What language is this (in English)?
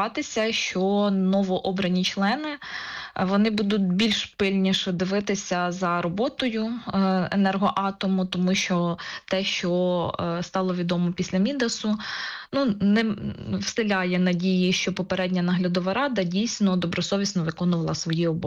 Ukrainian